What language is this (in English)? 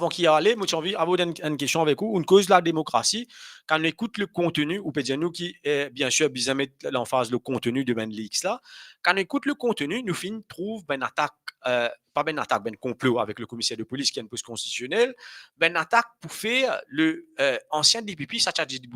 Morisyen